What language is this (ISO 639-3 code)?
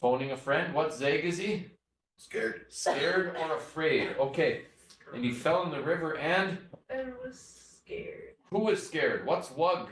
ciw